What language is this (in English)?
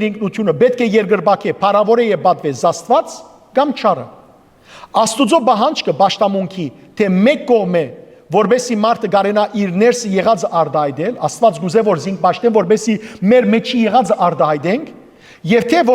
Western Armenian